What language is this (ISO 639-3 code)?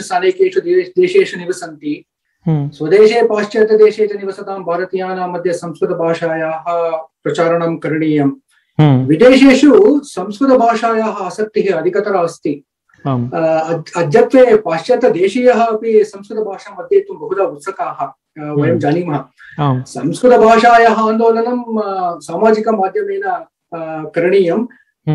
san